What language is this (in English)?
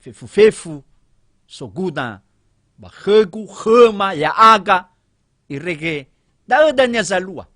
Nias